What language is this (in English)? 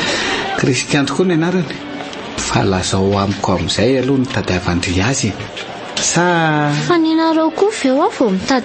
Malagasy